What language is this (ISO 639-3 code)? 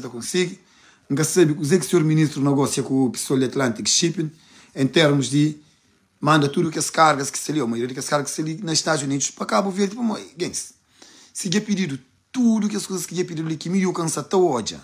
kea